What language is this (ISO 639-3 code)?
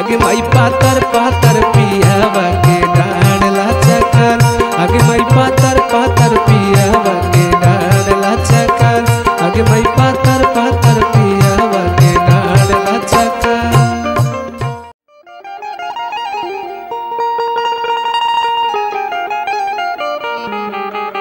bho